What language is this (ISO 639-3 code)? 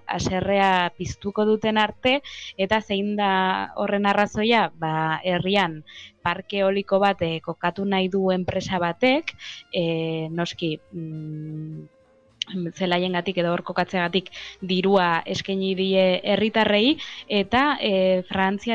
eus